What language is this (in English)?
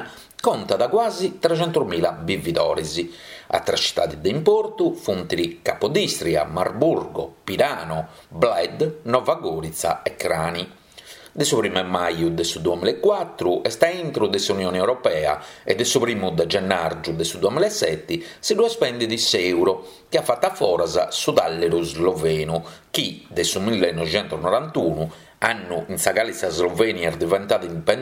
Sardinian